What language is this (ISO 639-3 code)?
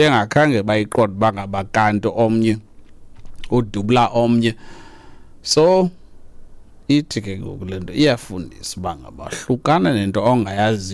xho